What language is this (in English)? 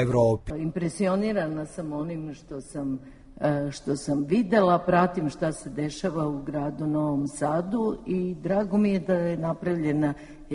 Serbian